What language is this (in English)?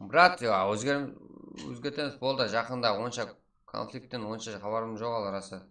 Kara-Kalpak